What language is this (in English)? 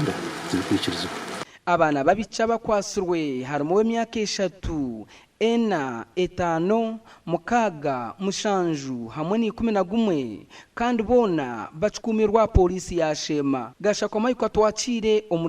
Nyankole